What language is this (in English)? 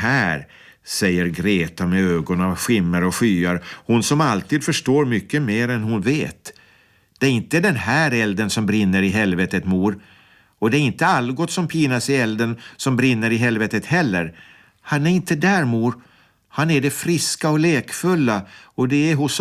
Swedish